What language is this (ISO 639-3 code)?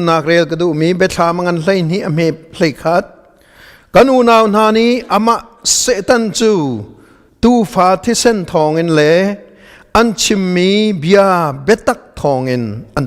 cnh